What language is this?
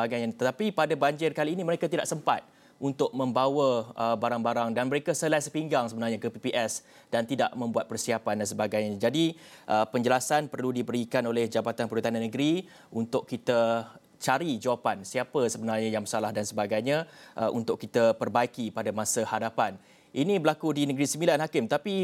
Malay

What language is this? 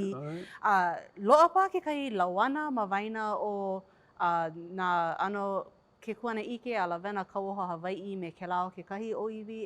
Hawaiian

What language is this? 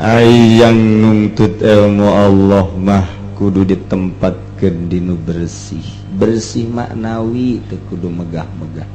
Sundanese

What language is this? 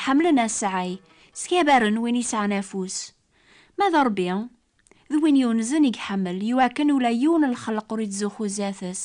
Kabyle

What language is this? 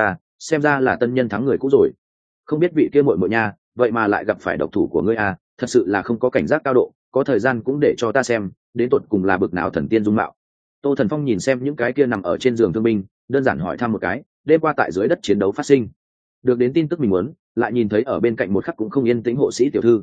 Vietnamese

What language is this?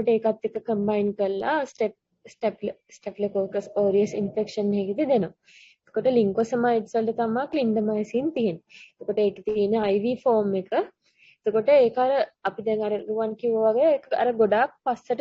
Sinhala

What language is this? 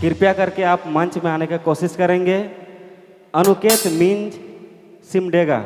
Sadri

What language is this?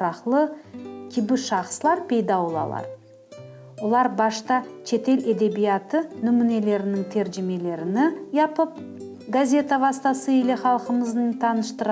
Crimean Tatar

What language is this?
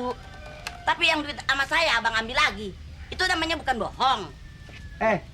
Betawi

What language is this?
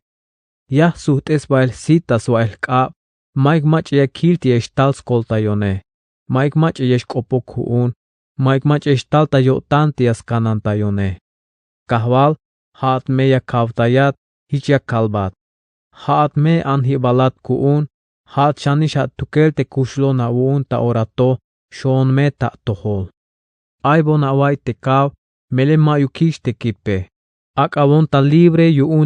Tzeltal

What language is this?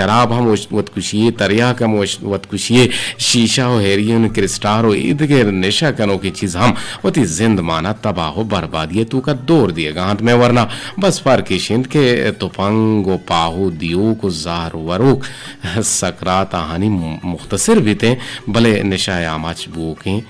Eastern Balochi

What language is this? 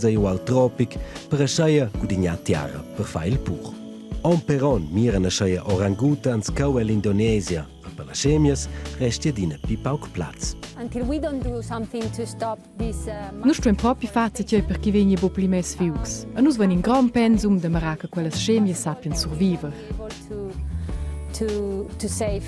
Romansh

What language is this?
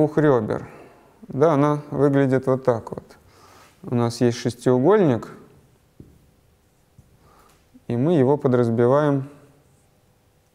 Russian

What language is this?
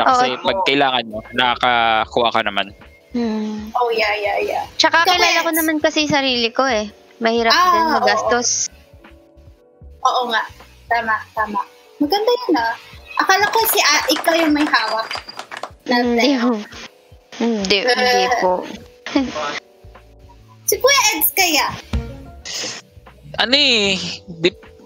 Filipino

